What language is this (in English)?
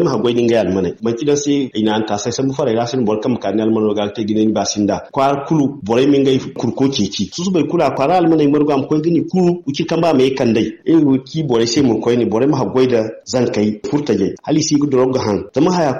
Zarma